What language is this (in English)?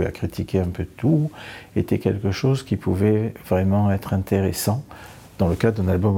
Luxembourgish